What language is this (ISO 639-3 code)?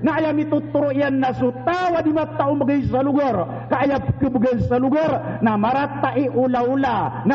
mrw